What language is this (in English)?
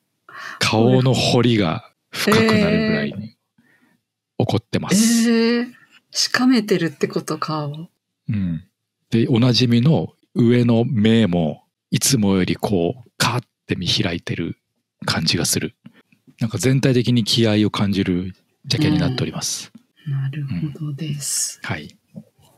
Japanese